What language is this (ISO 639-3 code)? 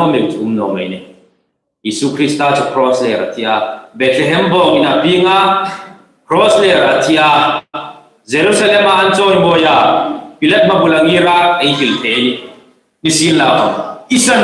hmr